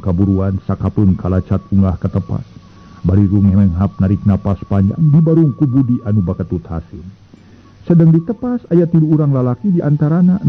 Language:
Sundanese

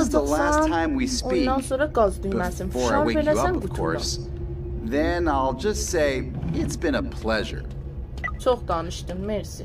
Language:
South Azerbaijani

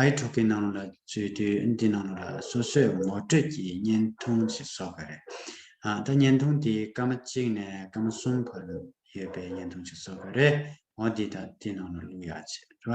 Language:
Tibetan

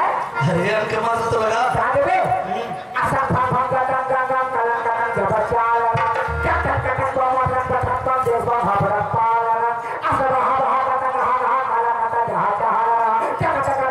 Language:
Chhattisgarhi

